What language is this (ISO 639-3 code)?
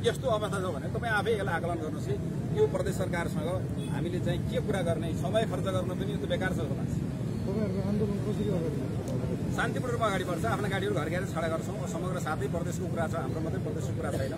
nep